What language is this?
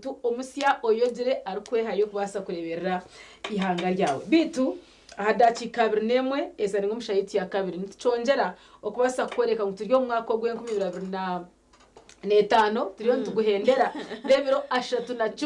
Nyankole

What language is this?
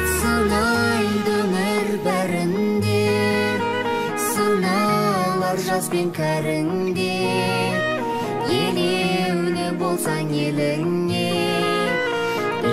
Kazakh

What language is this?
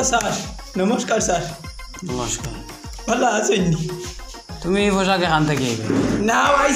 Sylheti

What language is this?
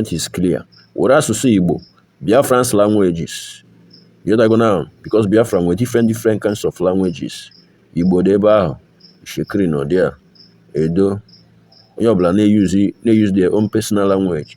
Nigerian Pidgin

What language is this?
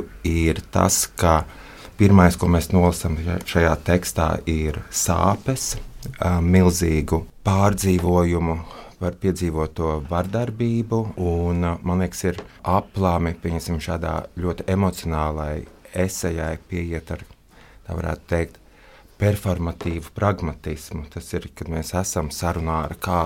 Latvian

